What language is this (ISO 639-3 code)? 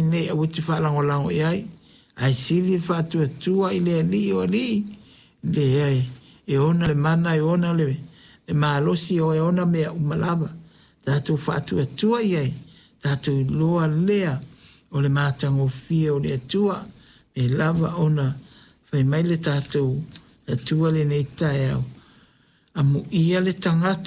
smo